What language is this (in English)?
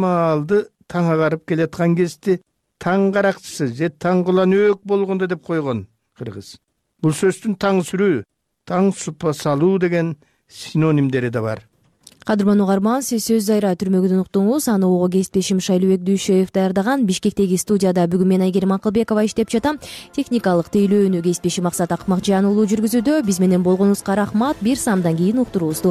Kyrgyz